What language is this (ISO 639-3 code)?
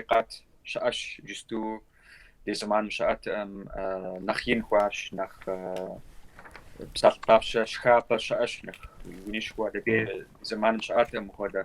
kbd